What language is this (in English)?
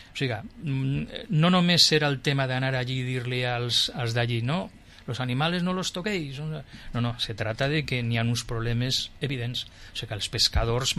Catalan